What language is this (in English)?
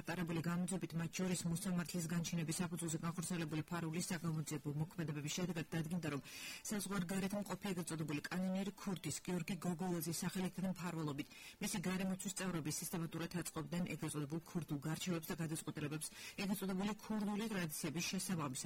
Georgian